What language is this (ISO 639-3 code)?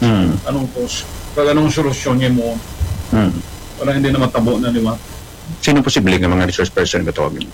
hil